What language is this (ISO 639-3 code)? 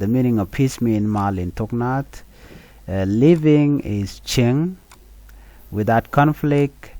nus